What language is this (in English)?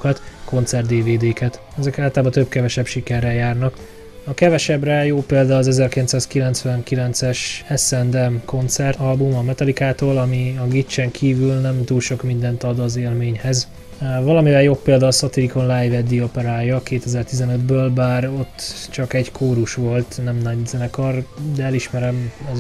Hungarian